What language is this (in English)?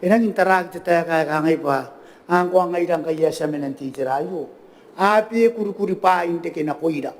Gilbertese